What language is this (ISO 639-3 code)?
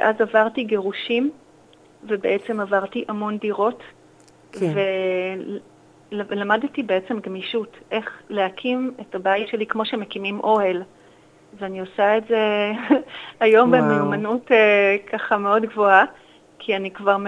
heb